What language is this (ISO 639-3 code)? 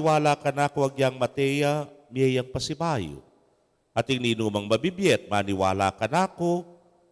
pam